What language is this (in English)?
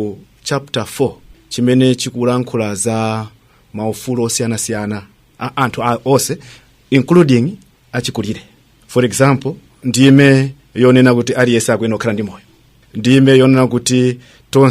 Nyanja